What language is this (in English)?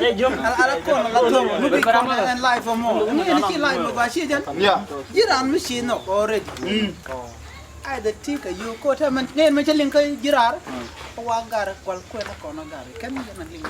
Nuer